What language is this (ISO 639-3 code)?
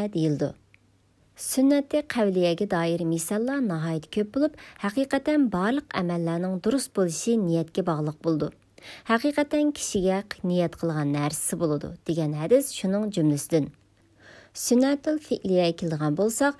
uig